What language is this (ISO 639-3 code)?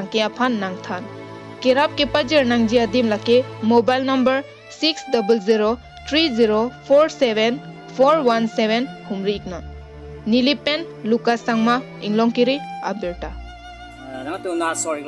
mjw